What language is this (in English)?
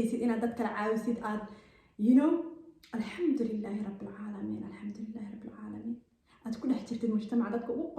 Somali